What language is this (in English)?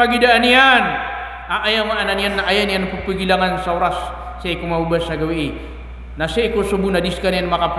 Maranao